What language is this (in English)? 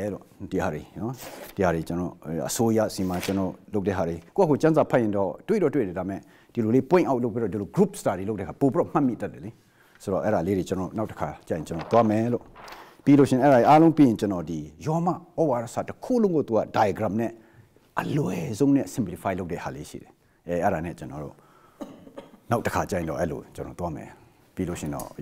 Burmese